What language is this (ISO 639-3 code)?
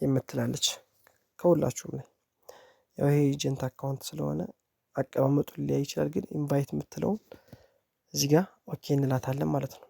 amh